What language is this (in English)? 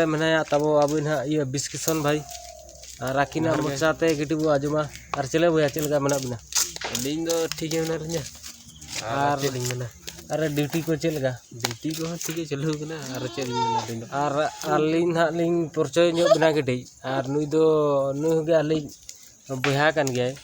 Santali